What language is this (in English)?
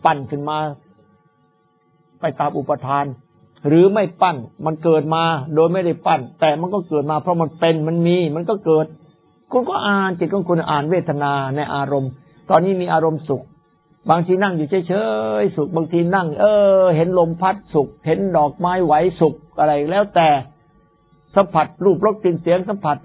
Thai